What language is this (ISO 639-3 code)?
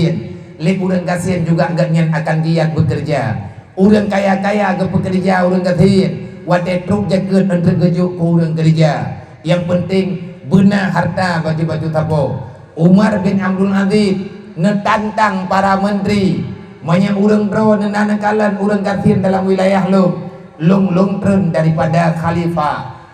ace